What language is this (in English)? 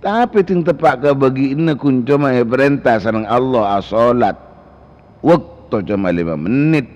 Madurese